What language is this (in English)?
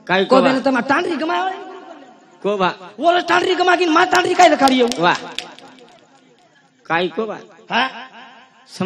Lambadi